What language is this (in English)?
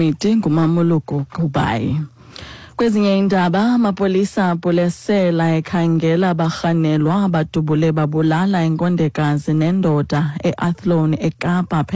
Xhosa